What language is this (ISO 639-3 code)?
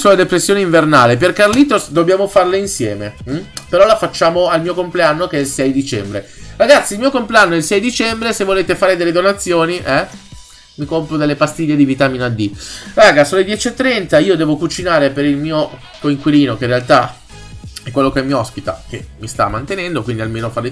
ita